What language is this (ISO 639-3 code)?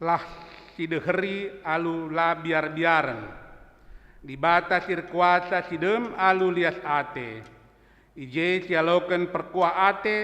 btx